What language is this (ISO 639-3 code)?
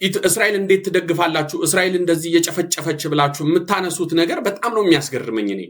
amh